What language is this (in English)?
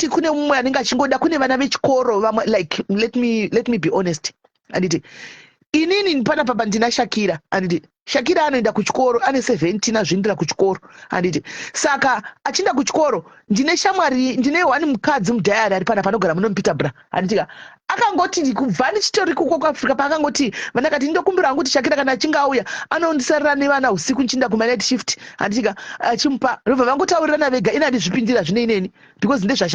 Shona